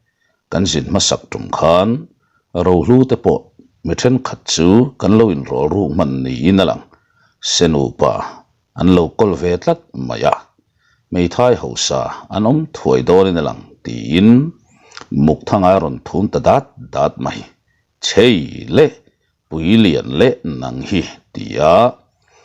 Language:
Mizo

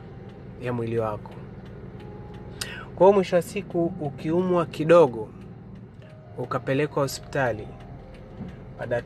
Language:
Swahili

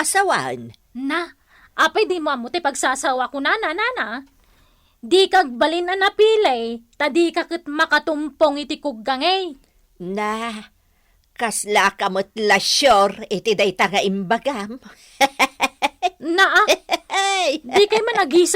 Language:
Iloko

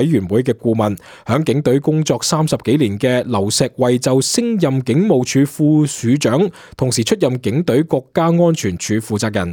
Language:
Cantonese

